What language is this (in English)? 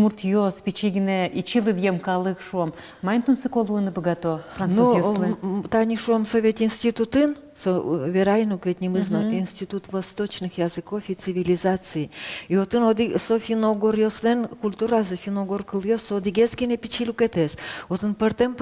Udmurt